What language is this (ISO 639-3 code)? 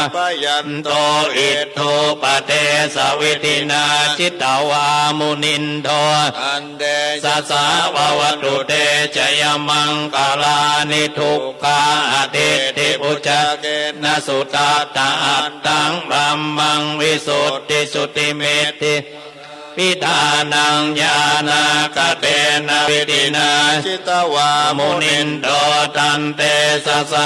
pli